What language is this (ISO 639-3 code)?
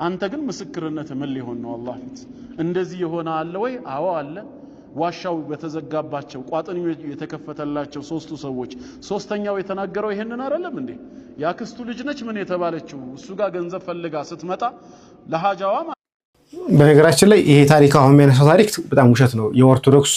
amh